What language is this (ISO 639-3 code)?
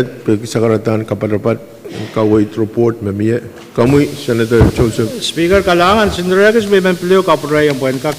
pon